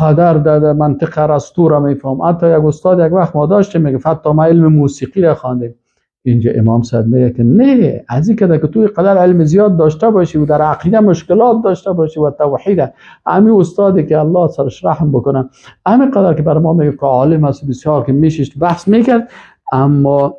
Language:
Persian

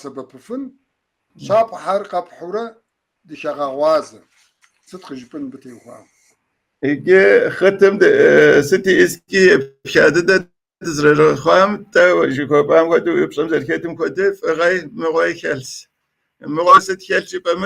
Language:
Kabardian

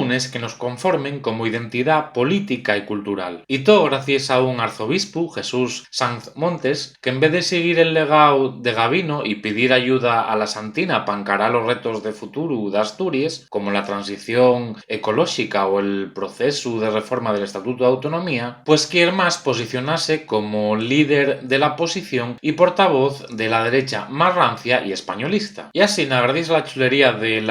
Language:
Asturian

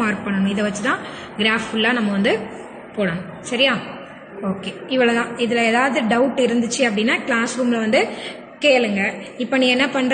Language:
Tamil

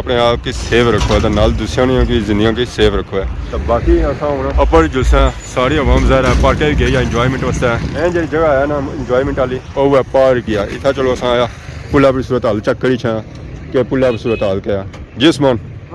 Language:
Pahari-Potwari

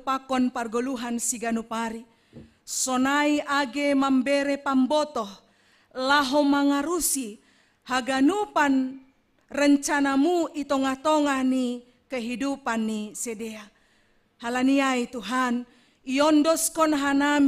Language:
Batak Simalungun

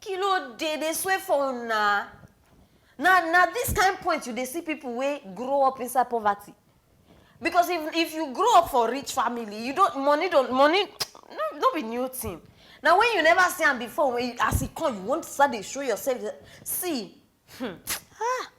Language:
Nigerian Pidgin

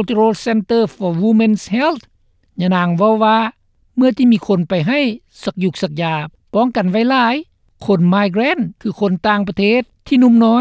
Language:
Lao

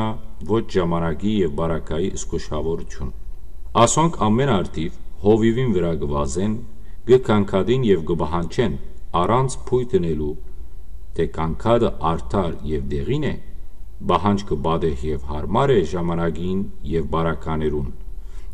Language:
Western Armenian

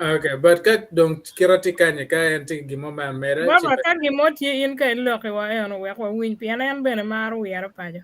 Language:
Acoli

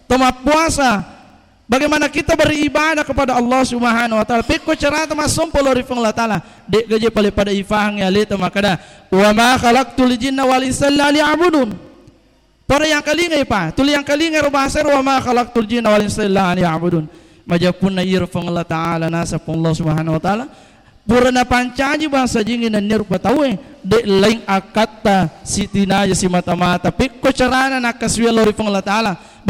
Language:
Buginese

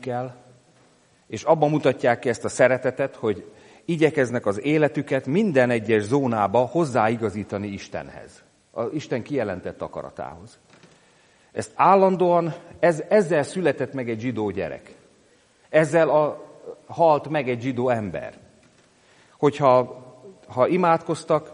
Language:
Hungarian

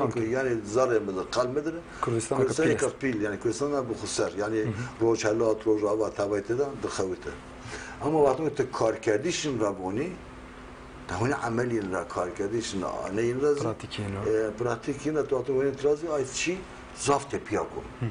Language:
Zaza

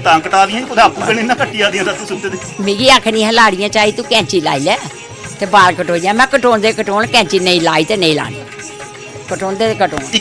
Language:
Dogri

